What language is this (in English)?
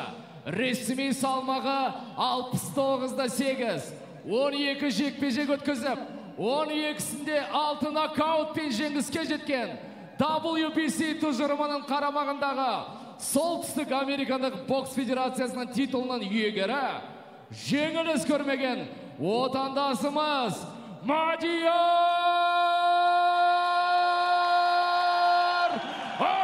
Kazakh